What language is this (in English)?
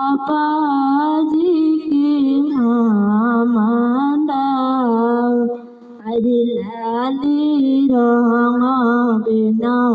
Bhojpuri